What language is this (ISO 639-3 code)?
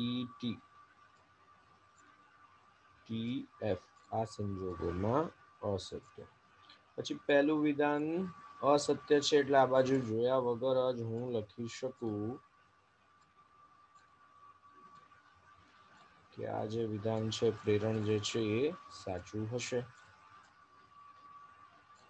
guj